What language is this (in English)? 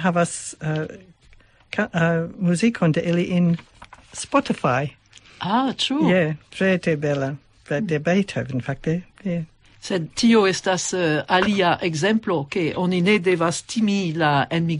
Esperanto